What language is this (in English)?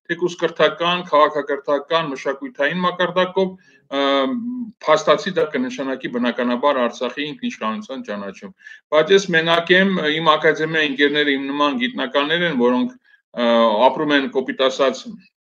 Armenian